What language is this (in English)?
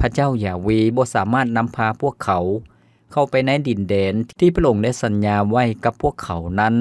Lao